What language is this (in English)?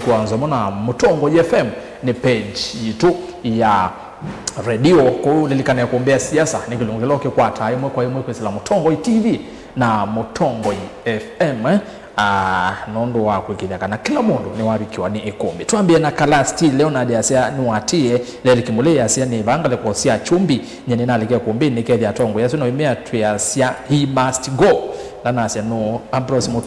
Kamba